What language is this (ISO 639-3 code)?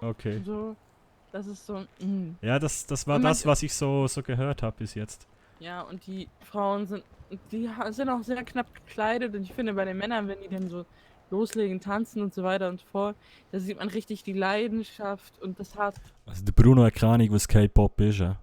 gsw